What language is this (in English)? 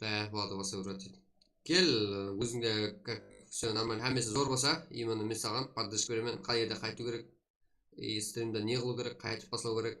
Kara-Kalpak